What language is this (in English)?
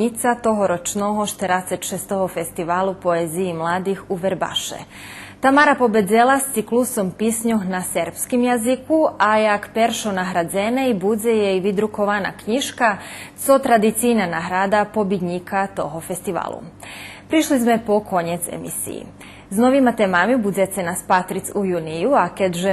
Rusyn